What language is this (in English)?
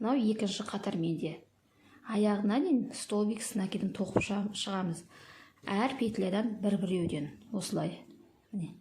Kazakh